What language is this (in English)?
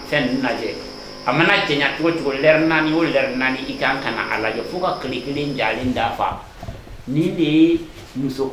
Bambara